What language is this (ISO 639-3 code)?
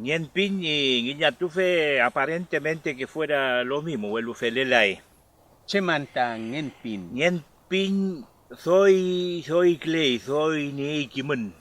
arn